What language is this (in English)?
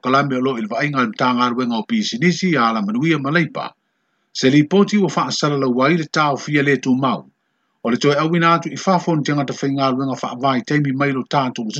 Samoan